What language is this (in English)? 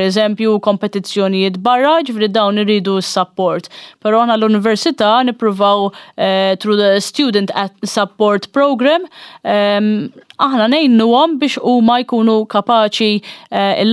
Maltese